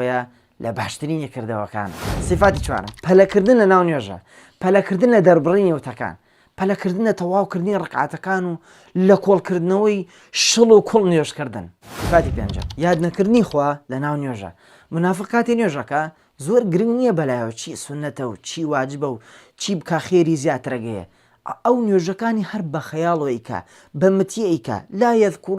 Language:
Central Kurdish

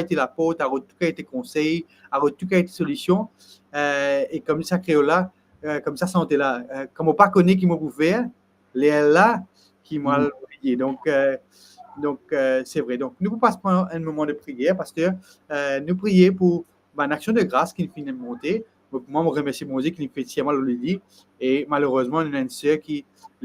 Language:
Morisyen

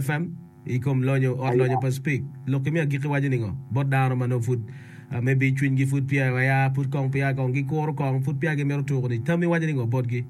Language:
Acoli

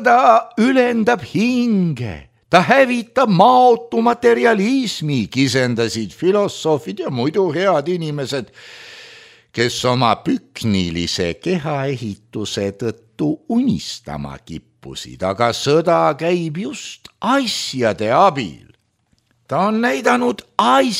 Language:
Estonian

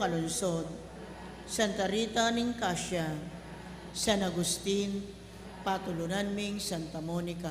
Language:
Pampanga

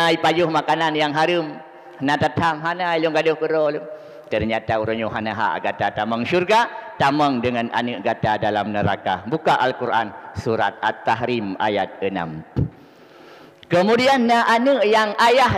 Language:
Achinese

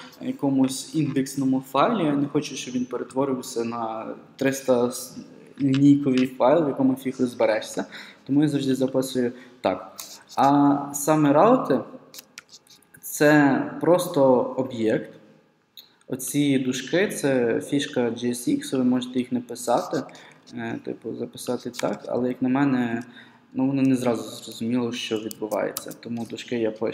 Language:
Ukrainian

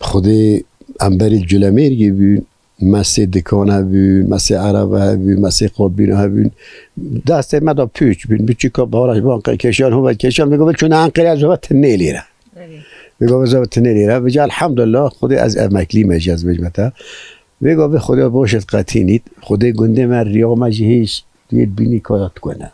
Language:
Kurdish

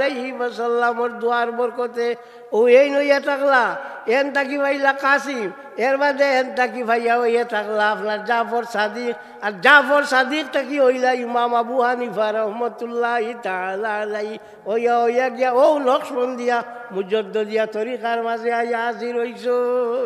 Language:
Sylheti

